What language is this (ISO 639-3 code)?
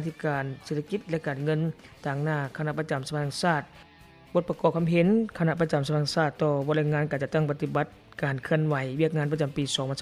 lao